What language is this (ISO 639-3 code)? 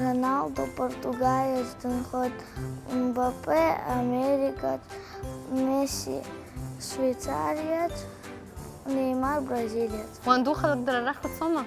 abk